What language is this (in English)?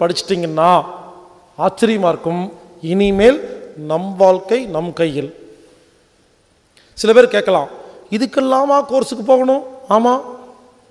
Tamil